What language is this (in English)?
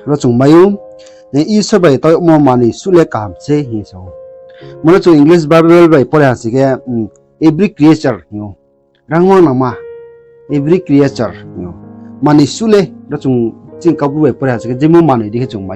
Riang (India)